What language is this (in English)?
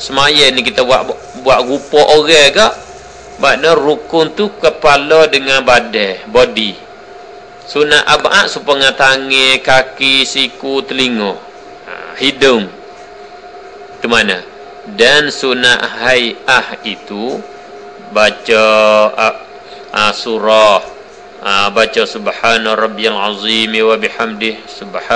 Malay